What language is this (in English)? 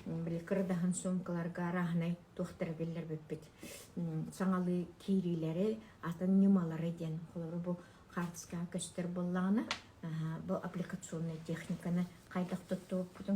Yakut